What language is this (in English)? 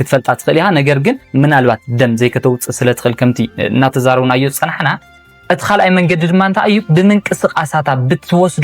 Tigrinya